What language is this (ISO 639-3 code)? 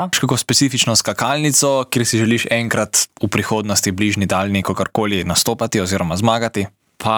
slv